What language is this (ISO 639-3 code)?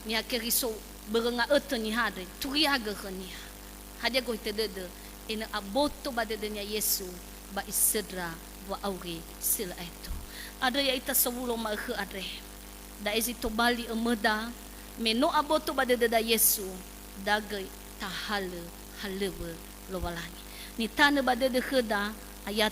nia